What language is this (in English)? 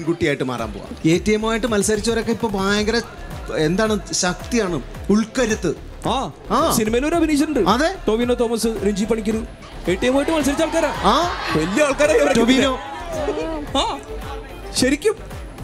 Malayalam